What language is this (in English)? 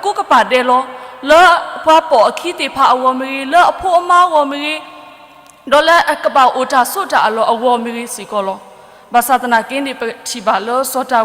S'gaw Karen